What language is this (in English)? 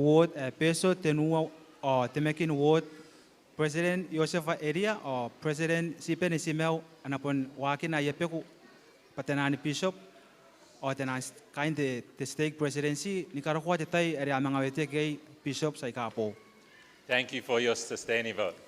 Gilbertese